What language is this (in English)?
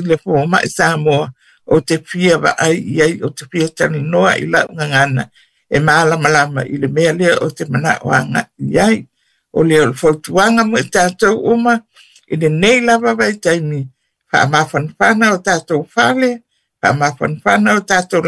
Samoan